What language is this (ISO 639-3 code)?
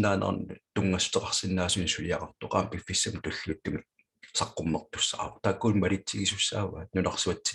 kal